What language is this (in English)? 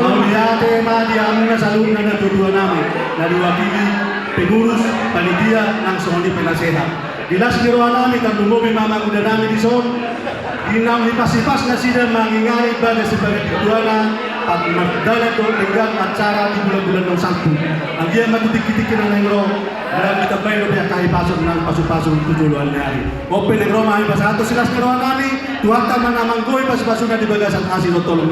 Batak Toba